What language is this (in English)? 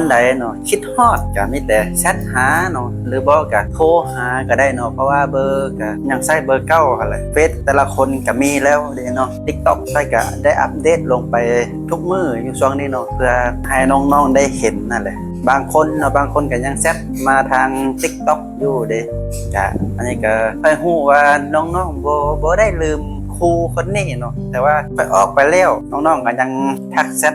Lao